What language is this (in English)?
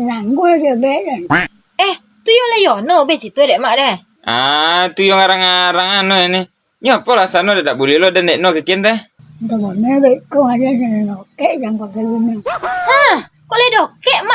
Minangkabau